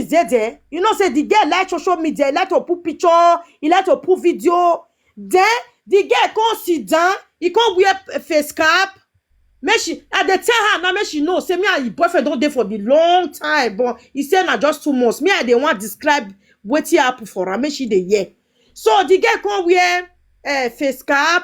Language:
Nigerian Pidgin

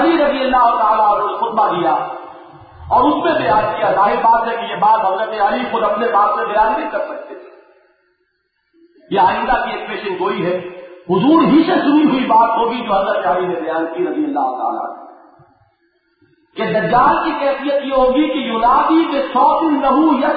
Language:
Urdu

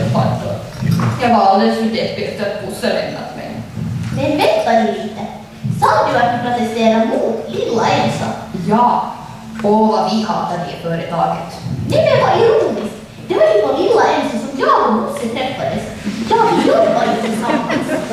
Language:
Swedish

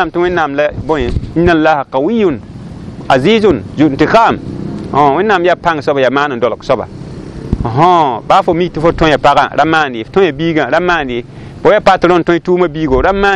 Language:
Mossi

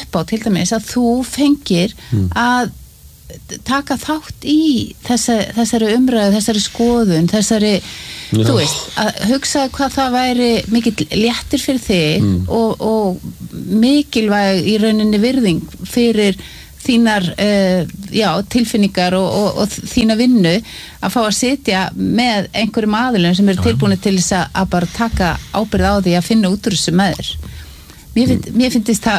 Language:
Icelandic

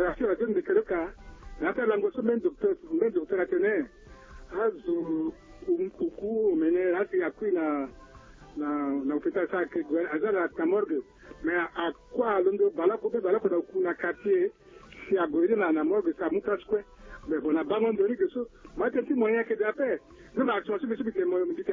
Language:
Sango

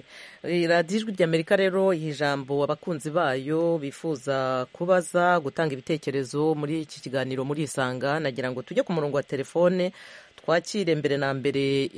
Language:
Kinyarwanda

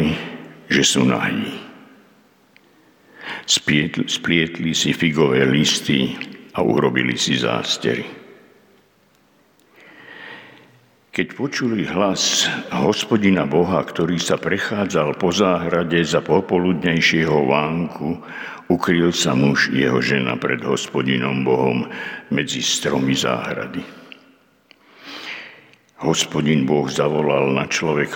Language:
Slovak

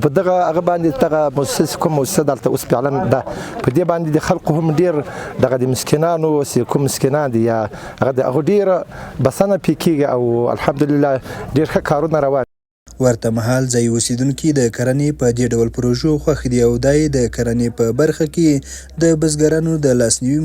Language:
Pashto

